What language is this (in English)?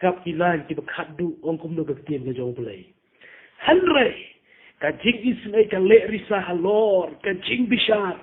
Khasi